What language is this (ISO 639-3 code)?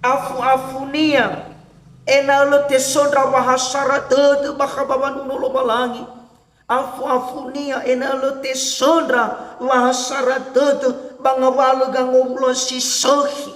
nia